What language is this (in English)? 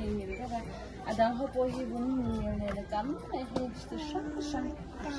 Mizo